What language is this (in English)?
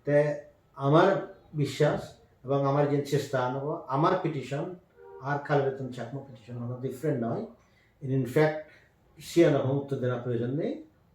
Chakma